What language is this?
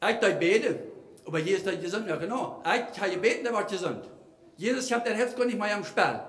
Plautdietsch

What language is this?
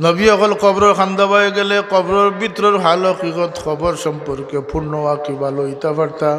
Sylheti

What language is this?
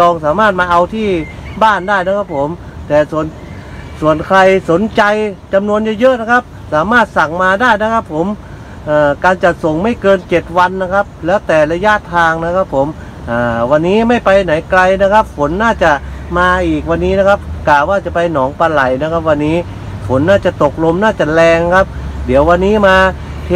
Thai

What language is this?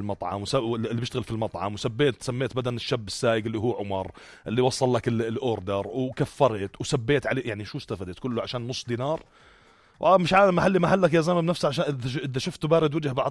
North Levantine Arabic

